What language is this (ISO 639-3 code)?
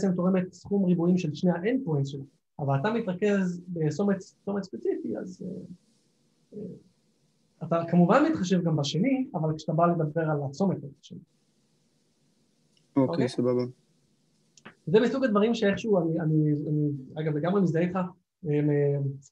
heb